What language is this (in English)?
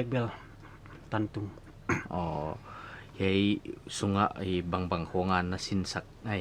Paite Chin